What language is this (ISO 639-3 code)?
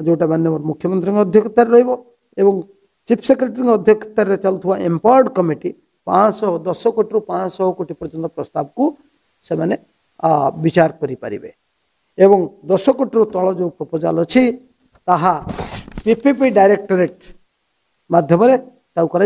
ori